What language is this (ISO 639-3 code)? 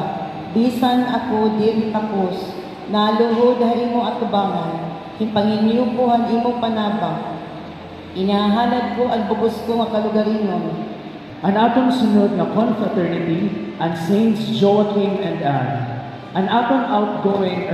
war